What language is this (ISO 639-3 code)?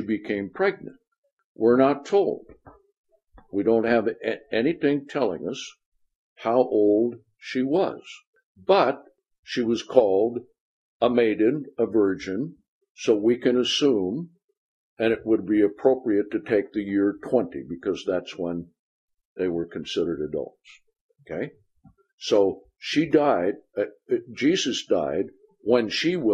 eng